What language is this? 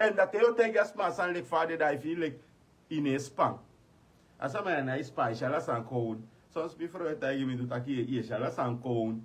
Sranan Tongo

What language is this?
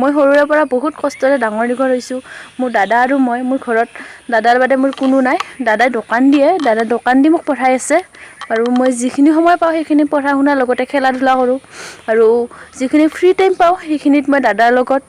Assamese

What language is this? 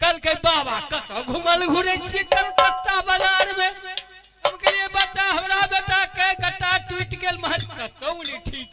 Maithili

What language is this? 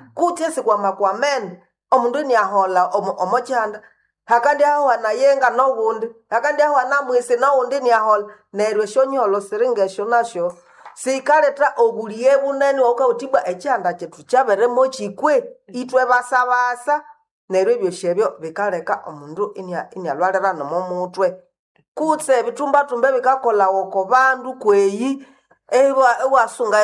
Nande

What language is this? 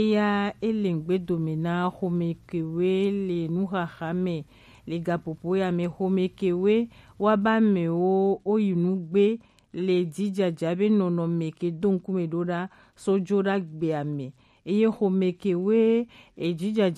Gen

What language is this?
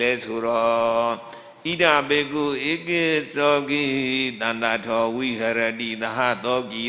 Burmese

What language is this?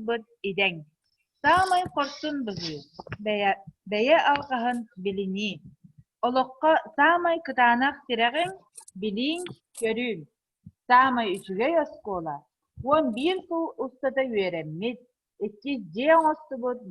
Yakut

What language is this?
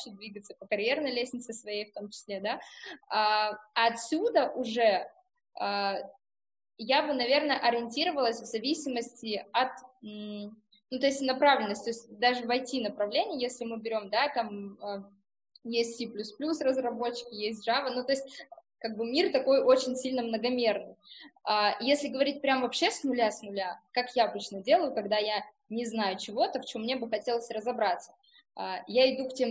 Russian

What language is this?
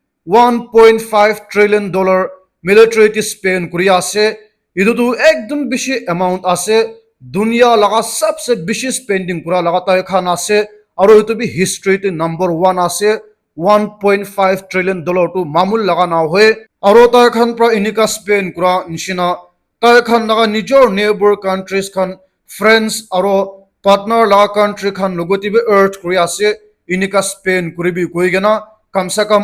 Naga Pidgin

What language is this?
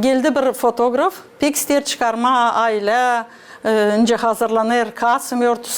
Gagauz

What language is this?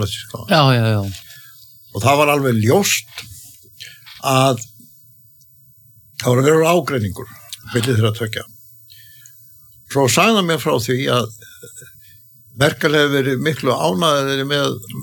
Icelandic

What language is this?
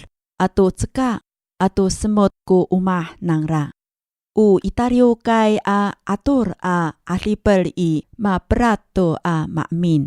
Amis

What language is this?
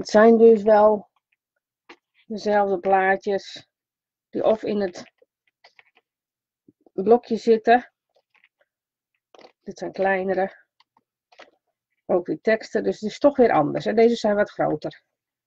Dutch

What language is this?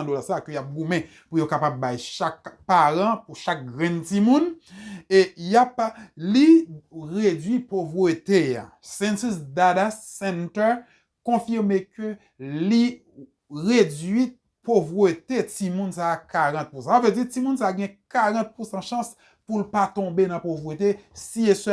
Haitian Creole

